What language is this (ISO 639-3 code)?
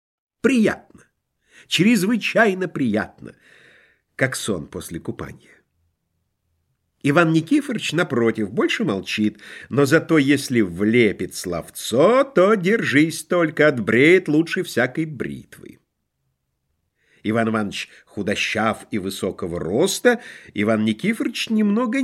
rus